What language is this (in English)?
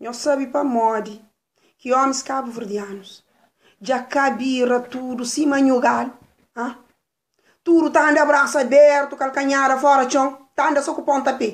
Kabuverdianu